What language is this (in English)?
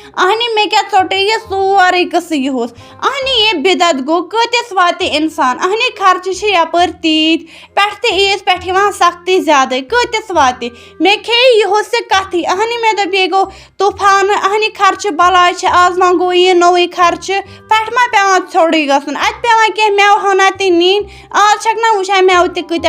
Kashmiri